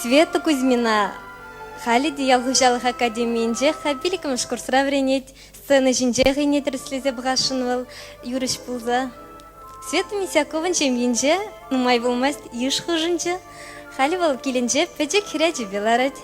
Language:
Chuvash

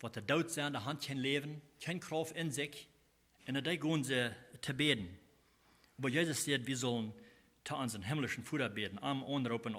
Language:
Plautdietsch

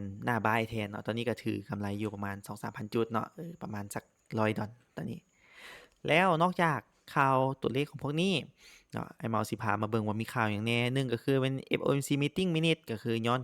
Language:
Lao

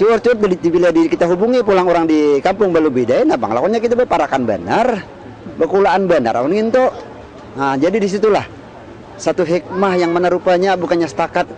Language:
Banjar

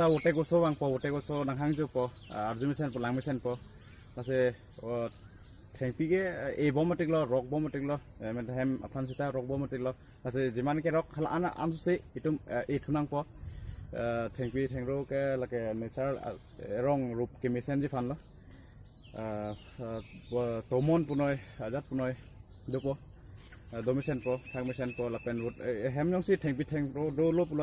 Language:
Karbi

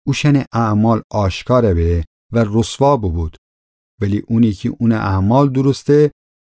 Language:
Gilaki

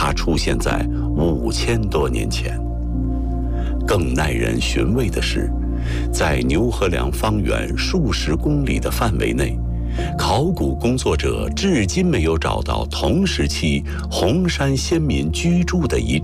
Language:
Chinese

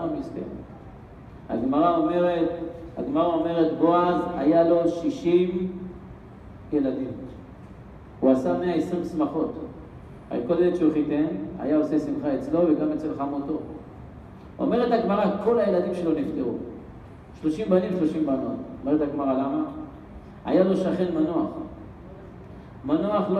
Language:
Hebrew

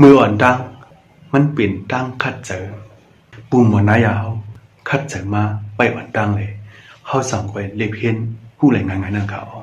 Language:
Shan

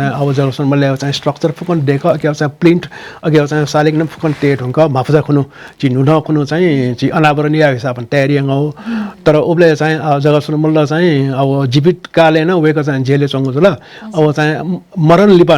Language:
Newari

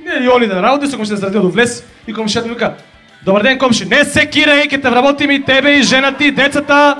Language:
Macedonian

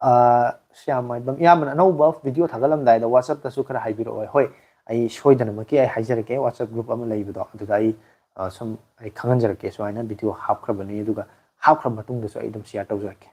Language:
Manipuri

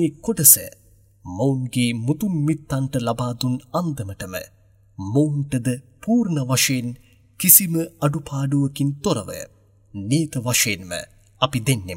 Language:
Sinhala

